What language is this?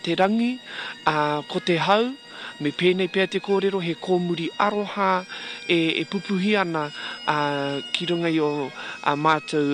Māori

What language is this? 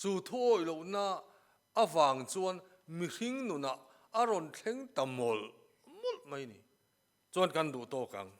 Mizo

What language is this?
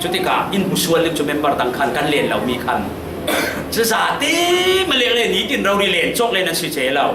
Falam Chin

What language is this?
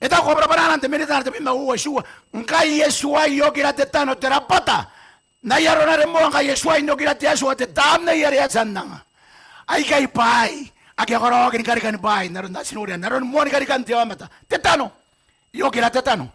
Gilbertese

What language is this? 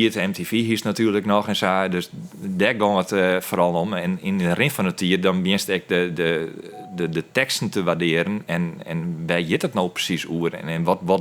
Western Frisian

